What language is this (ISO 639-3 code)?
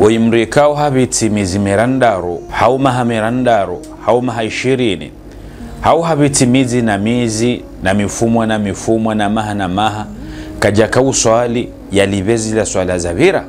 zdj